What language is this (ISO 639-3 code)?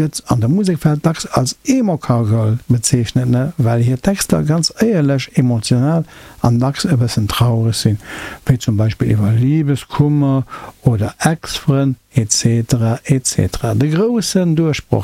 ltz